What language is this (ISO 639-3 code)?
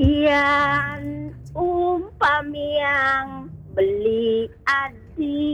ban